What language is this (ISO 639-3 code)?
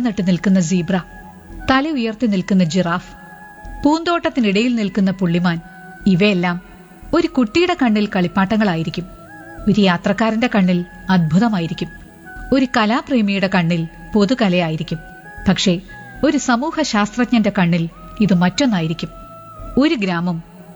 mal